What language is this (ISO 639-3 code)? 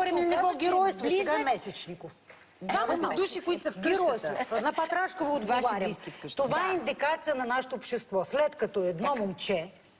bul